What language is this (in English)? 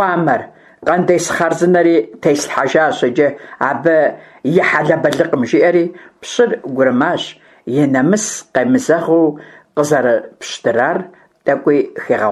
Kabardian